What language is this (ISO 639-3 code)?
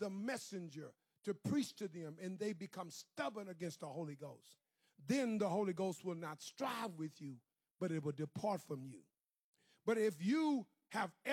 eng